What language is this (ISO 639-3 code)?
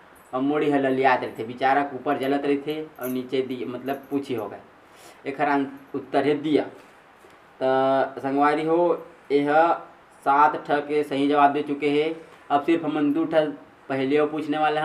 hne